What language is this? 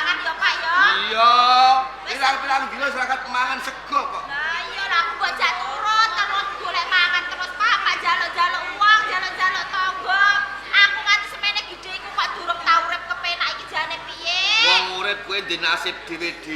Javanese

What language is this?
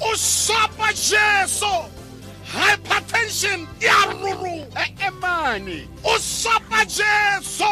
Tswana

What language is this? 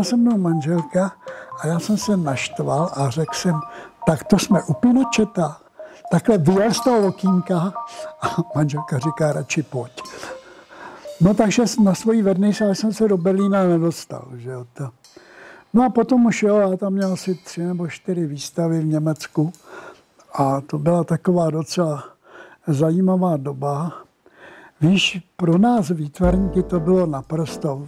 Czech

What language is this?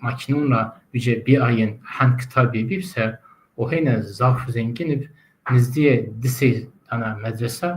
Zaza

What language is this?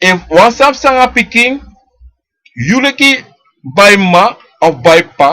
Sranan Tongo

